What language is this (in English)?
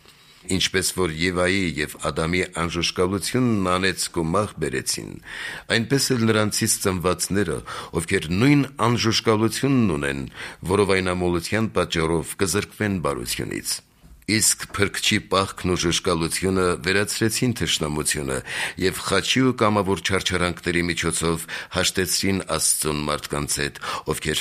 Armenian